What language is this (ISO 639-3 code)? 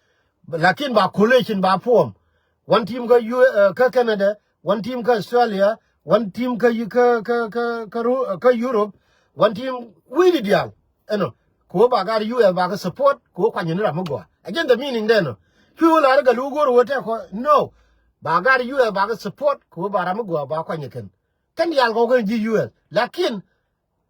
nus